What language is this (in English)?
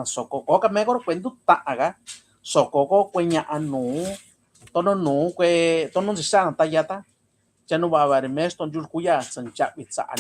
Mixtepec Mixtec